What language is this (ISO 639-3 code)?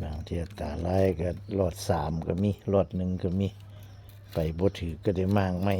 tts